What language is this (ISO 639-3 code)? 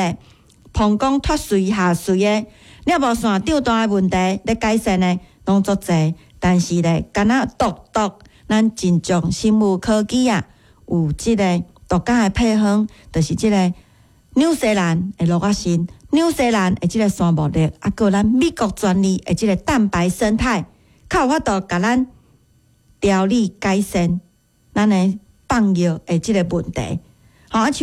nan